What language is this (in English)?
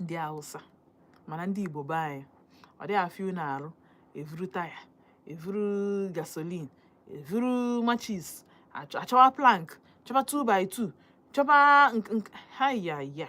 Igbo